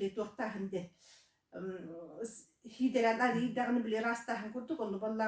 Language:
Yakut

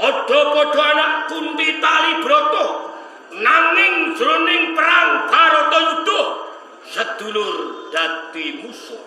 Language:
Javanese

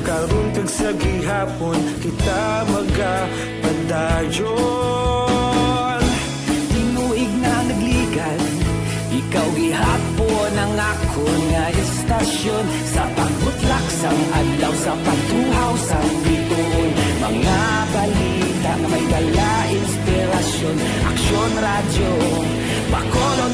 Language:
Hiligaynon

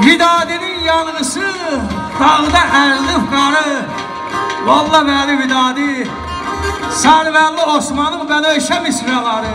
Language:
South Azerbaijani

